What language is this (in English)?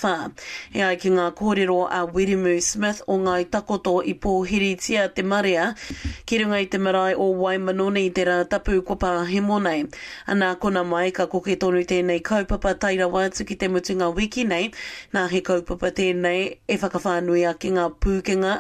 Māori